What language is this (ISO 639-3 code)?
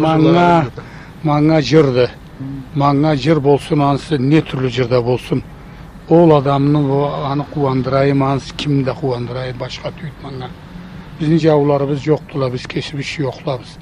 krc